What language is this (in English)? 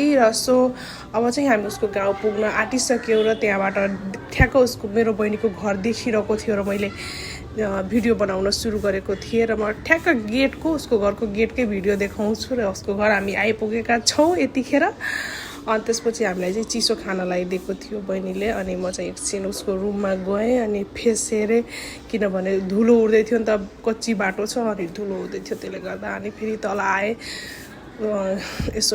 Nepali